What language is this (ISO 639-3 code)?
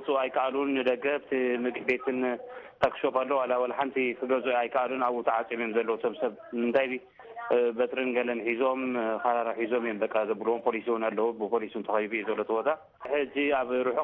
tir